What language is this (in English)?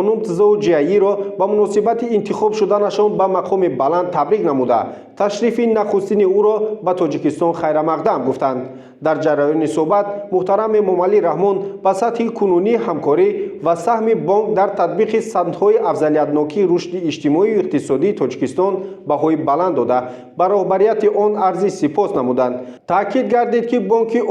Tajik